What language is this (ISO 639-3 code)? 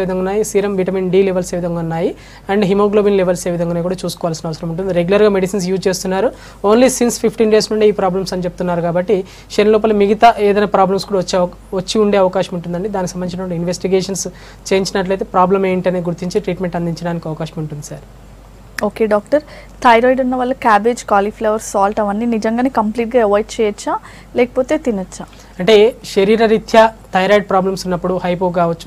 tel